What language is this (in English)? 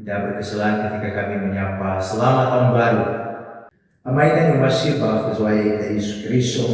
Nias